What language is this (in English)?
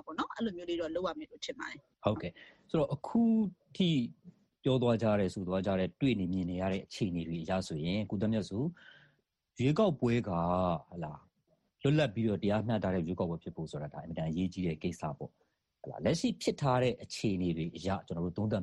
Burmese